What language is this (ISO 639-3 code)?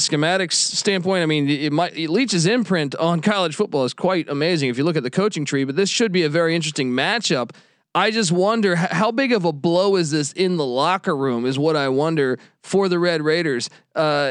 eng